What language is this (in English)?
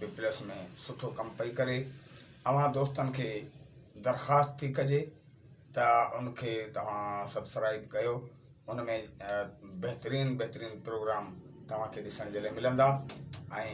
Sindhi